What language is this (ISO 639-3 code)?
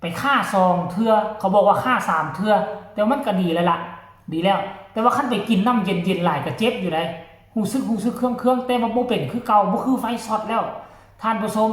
tts